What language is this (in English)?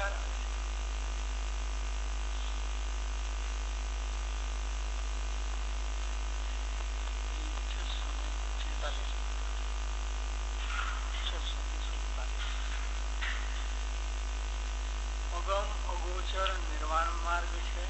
Gujarati